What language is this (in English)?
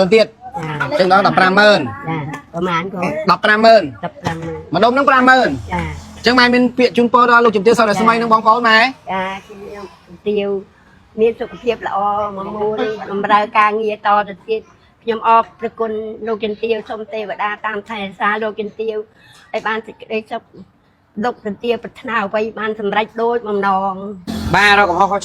Khmer